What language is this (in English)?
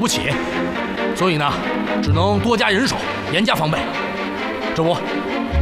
Chinese